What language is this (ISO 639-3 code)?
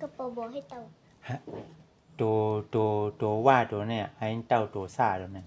shn